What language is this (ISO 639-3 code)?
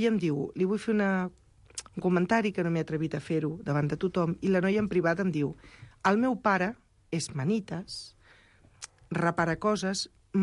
cat